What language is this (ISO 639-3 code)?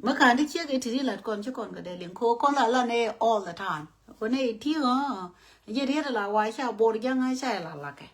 nus